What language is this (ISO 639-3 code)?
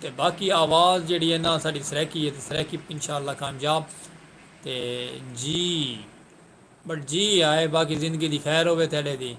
skr